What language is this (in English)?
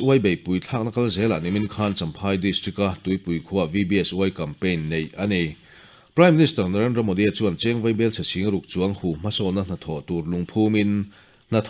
Mizo